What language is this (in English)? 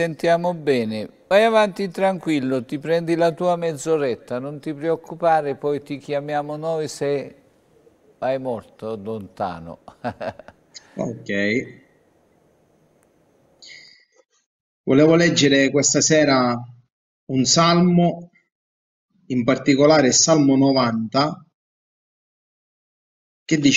Italian